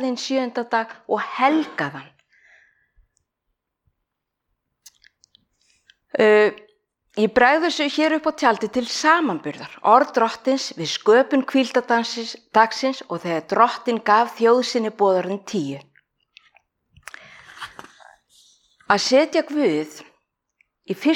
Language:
Icelandic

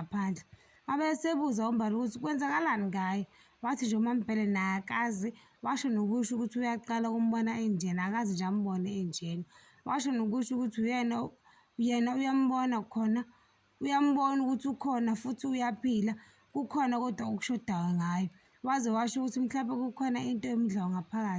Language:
Zulu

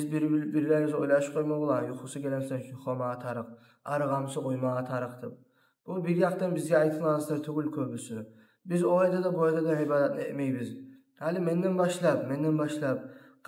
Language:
Kumyk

